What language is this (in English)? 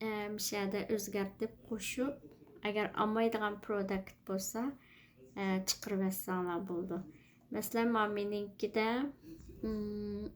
Uyghur